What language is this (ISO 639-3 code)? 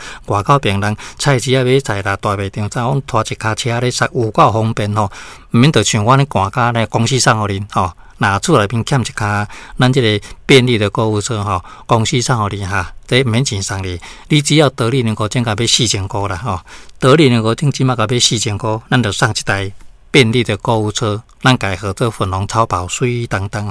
nan